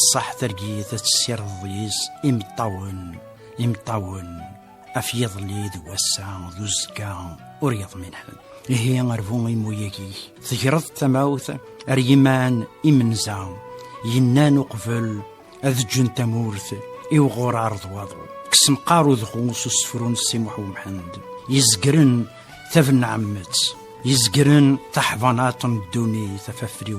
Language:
Kabyle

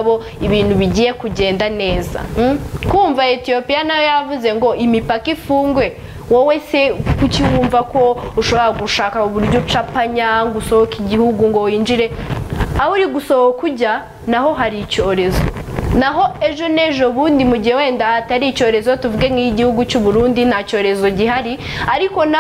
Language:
Kinyarwanda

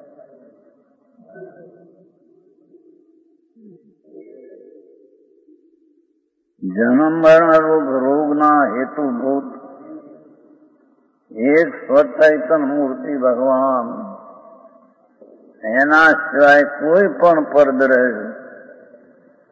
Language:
Gujarati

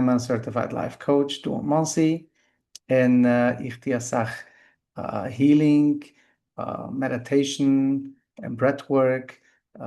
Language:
Yiddish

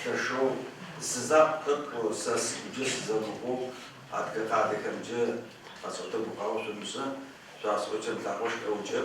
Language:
Adyghe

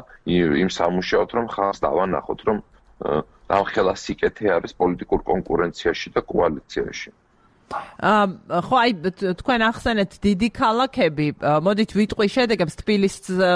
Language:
Georgian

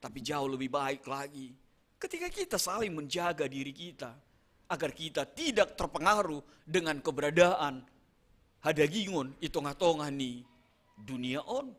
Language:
Batak Simalungun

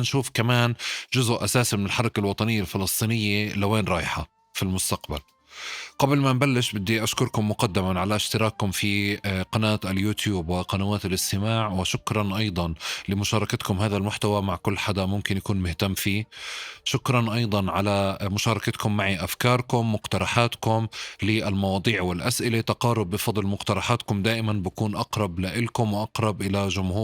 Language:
North Levantine Arabic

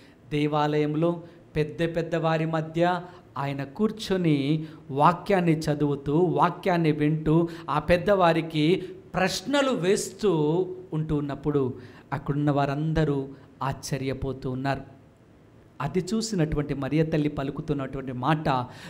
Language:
Telugu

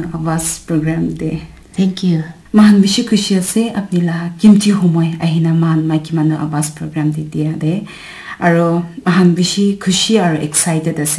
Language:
Naga Pidgin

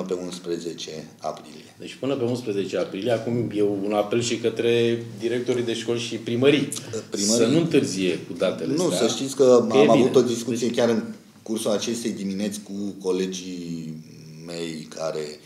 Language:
Romanian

